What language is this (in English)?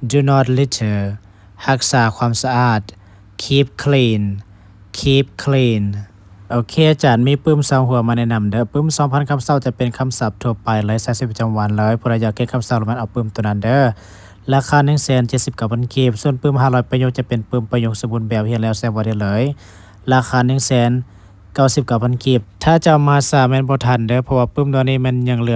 Lao